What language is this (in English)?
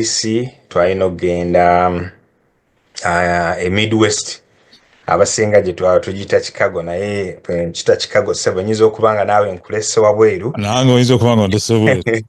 Ganda